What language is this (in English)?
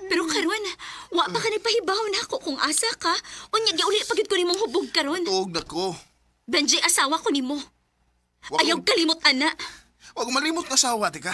Cebuano